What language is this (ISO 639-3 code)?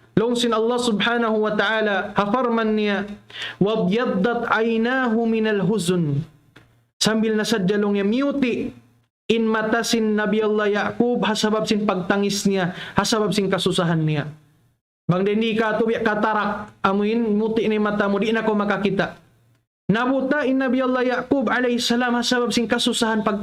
tsg